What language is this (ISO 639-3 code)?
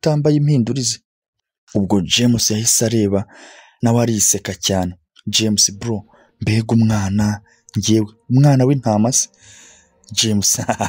kin